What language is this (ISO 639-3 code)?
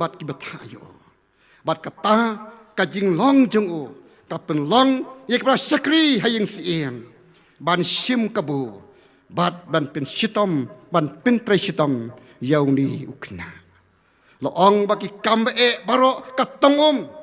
kha